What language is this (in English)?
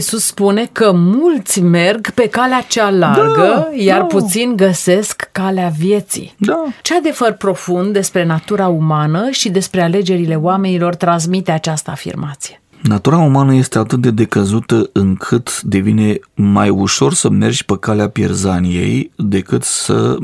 Romanian